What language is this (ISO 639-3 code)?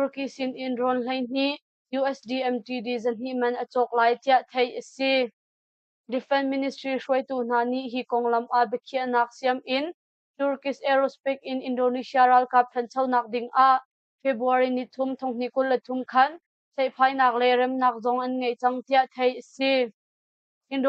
cnh